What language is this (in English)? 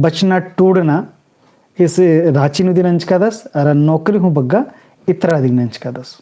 Kurukh